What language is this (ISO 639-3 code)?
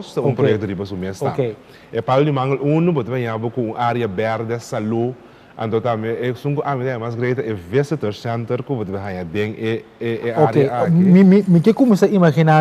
pap